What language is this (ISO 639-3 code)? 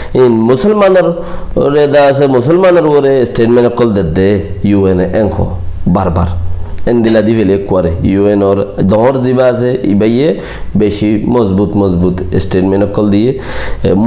rhg